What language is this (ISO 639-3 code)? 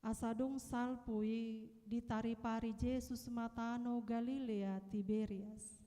bbc